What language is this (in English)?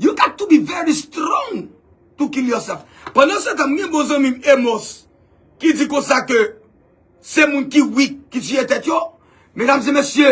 Haitian Creole